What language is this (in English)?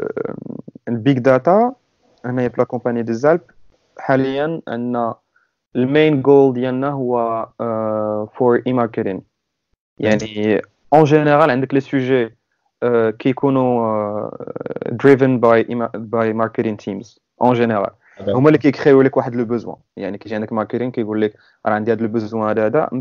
Moroccan Arabic